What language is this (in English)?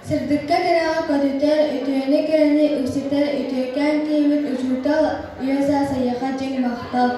Yakut